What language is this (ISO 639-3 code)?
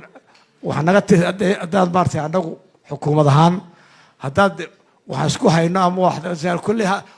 som